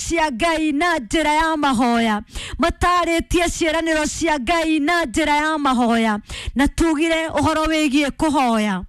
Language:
Kikuyu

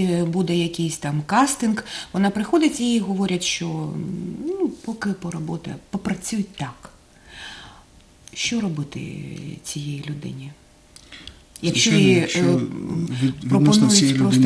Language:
Ukrainian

